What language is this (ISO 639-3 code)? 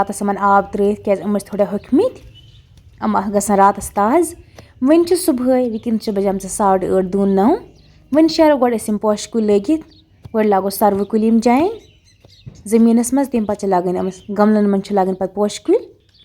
kas